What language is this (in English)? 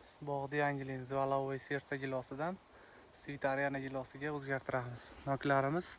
Uzbek